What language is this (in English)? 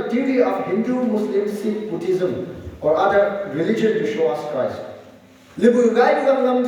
Phom Naga